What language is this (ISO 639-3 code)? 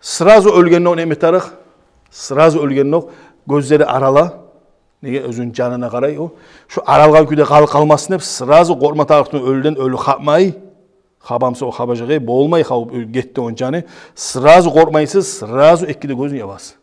kum